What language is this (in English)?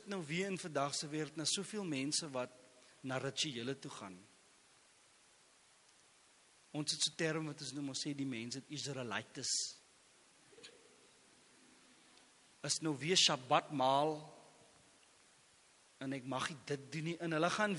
Afrikaans